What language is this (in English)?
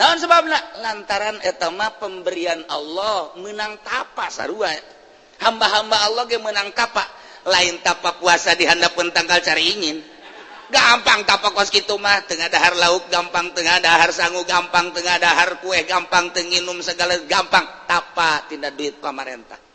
Sundanese